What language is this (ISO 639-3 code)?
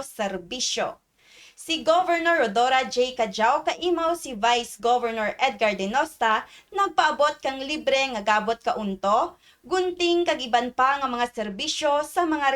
krj